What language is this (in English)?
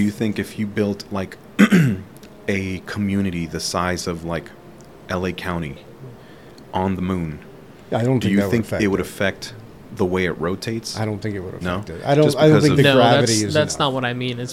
English